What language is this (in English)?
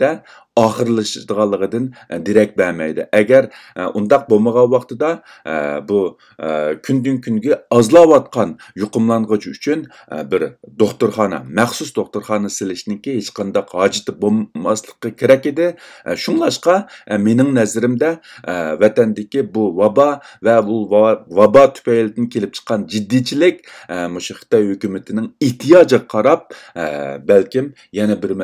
Uyghur